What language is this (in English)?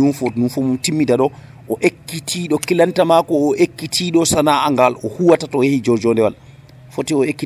Nigerian Fulfulde